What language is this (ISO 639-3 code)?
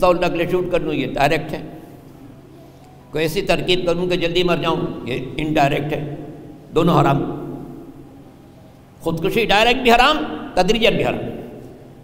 urd